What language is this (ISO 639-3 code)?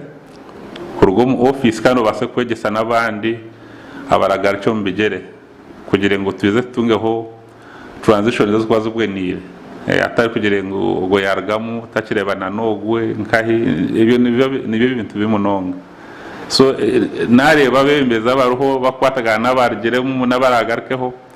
nyn